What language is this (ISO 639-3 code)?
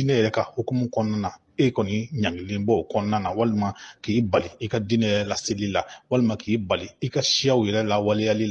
bam